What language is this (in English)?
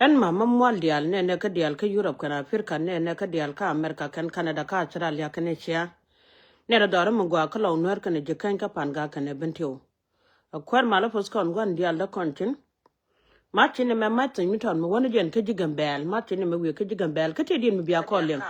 Nuer